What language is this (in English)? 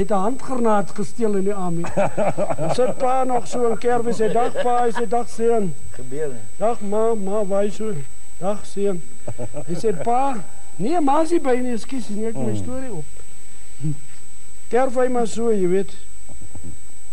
Afrikaans